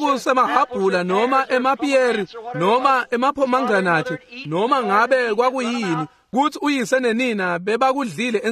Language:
Swati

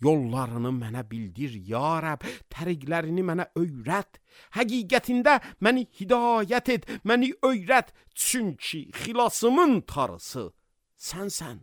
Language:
Azerbaijani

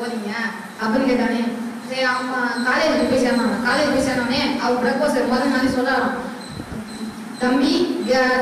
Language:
Tamil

